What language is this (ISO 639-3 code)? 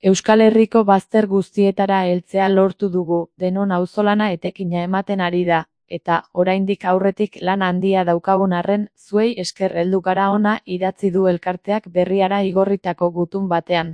eus